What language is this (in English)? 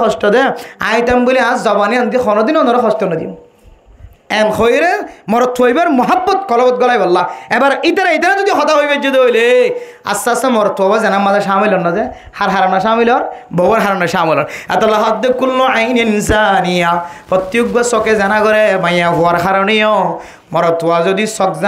Rohingya